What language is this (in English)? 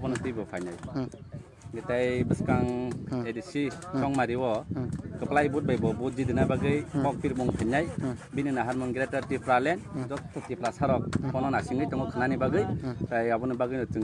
Kok Borok